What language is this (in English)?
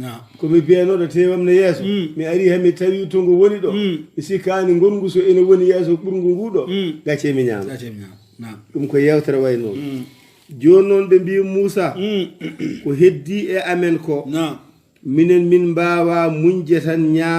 Fula